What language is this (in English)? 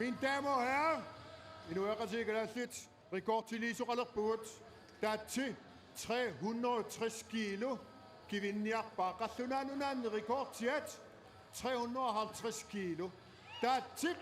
Kalaallisut